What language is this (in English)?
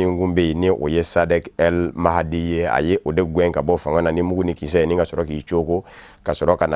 Bambara